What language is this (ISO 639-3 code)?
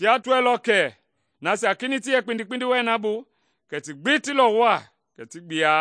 men